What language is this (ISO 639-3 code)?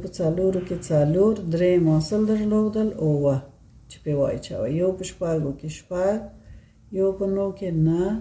pus